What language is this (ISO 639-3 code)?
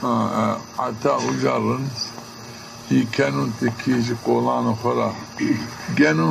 zza